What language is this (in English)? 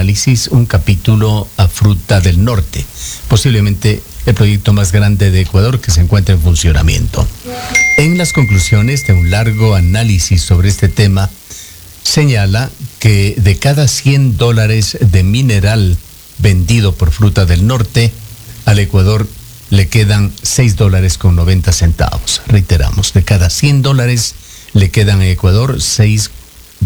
Spanish